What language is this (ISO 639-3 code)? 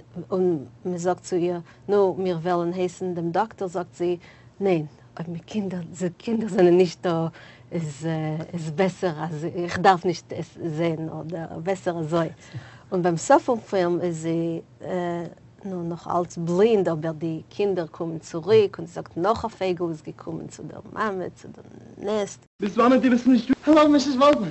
yid